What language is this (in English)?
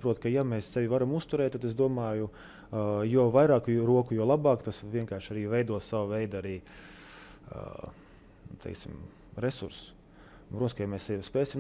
Latvian